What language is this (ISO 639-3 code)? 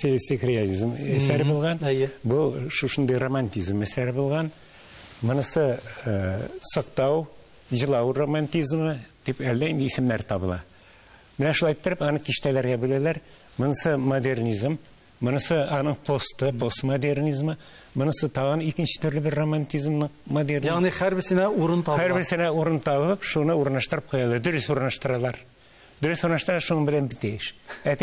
tat